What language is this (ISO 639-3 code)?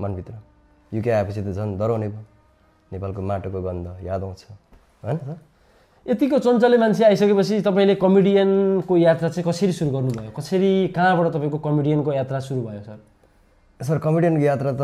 nep